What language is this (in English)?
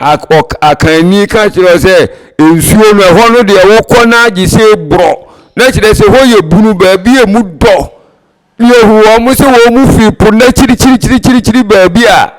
Akan